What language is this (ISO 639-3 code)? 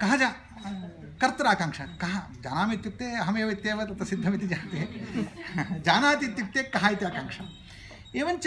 san